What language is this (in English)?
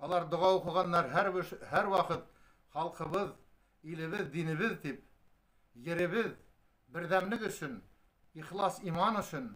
Bashkir